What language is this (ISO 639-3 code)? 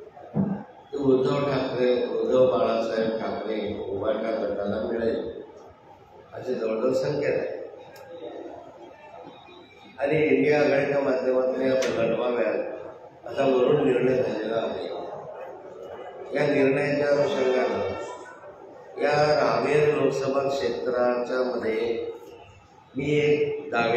mar